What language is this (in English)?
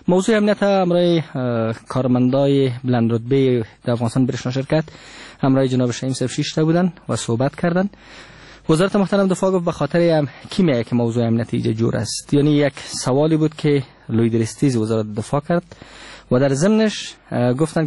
Persian